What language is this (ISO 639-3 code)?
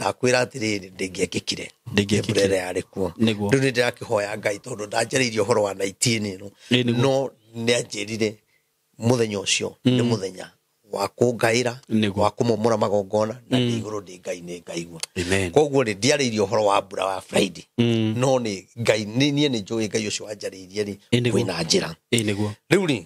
kik